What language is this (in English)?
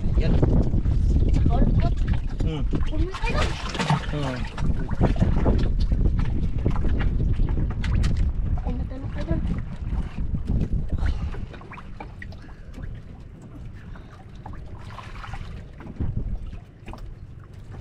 Filipino